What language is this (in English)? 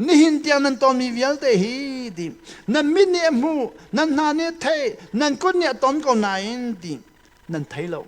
Hakha Chin